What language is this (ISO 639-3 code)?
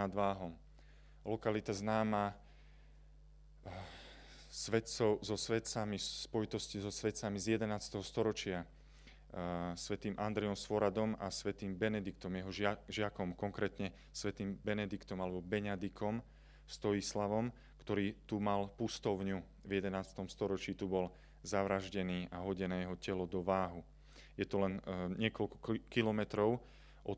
slk